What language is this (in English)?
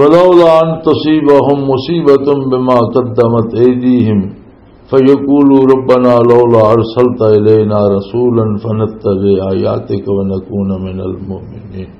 Western Panjabi